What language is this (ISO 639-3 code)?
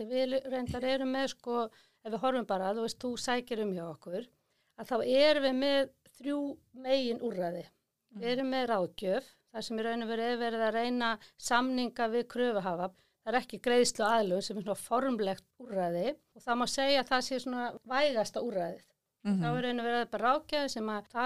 isl